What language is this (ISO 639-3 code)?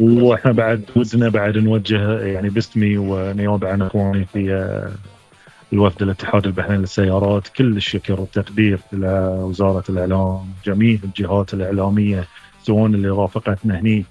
afb